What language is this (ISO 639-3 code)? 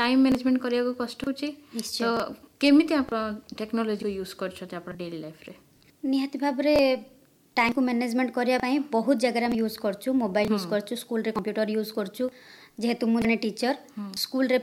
ori